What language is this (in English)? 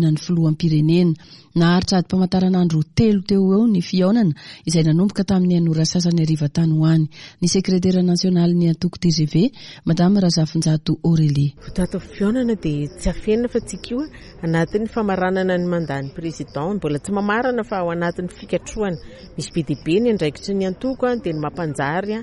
Malagasy